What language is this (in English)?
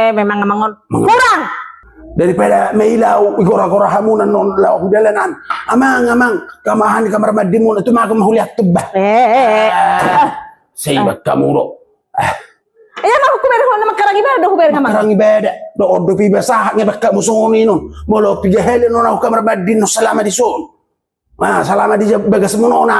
Batak Toba